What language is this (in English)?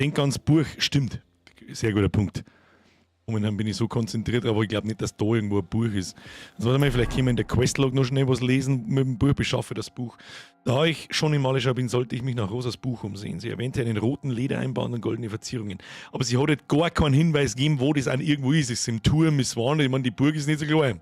Bavarian